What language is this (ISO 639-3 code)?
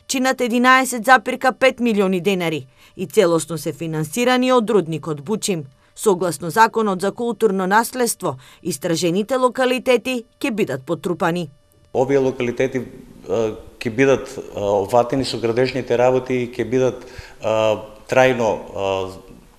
mkd